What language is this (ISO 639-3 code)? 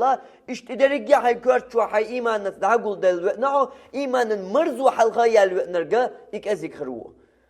che